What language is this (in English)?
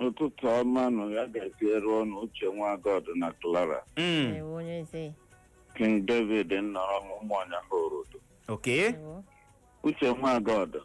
Igbo